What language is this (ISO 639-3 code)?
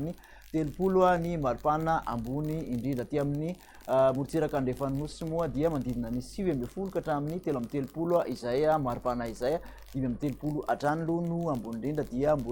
mlg